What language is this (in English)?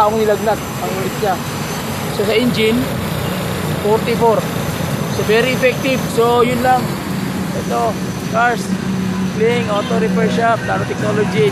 Filipino